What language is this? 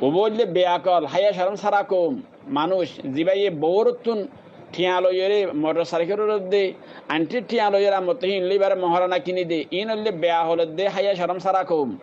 Rohingya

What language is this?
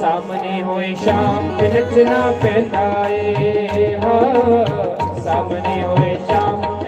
Dogri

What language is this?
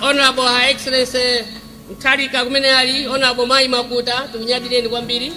Nyanja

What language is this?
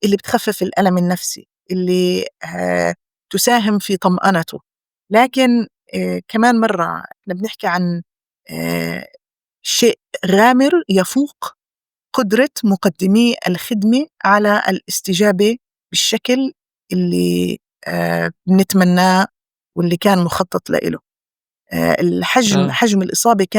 North Levantine Arabic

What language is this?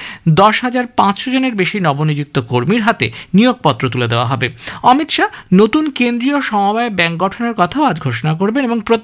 Bangla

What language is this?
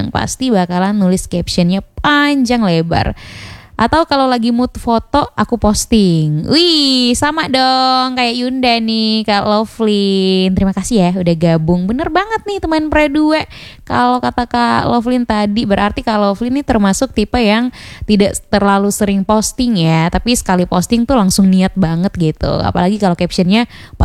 Indonesian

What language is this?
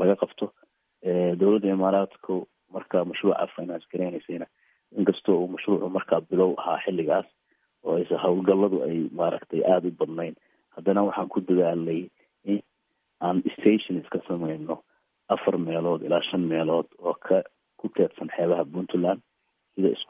Somali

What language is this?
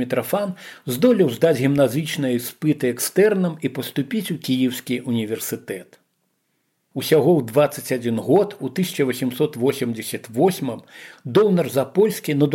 Belarusian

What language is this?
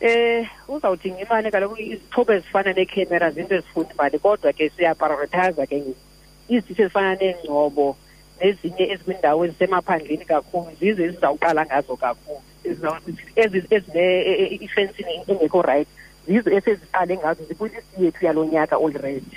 Xhosa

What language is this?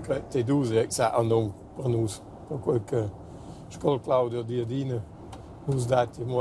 Romansh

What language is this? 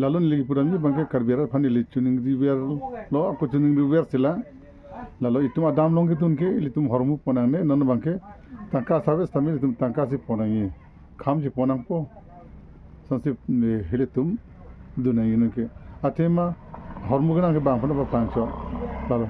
Karbi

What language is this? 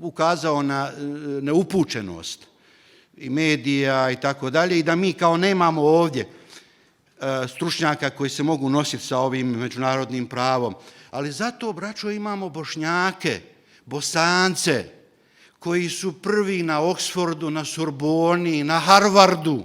Bosnian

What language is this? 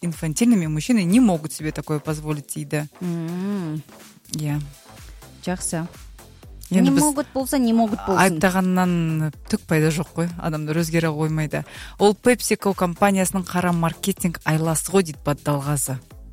Kazakh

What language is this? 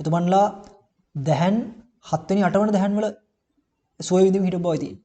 Sinhala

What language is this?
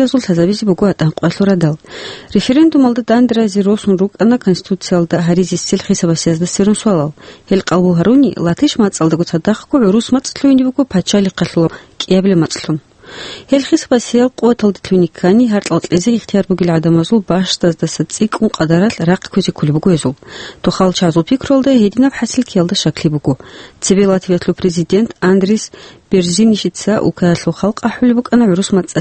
Avaric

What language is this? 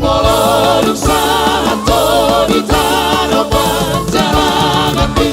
Batak Toba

